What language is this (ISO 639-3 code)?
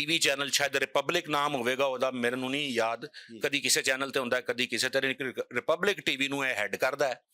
lah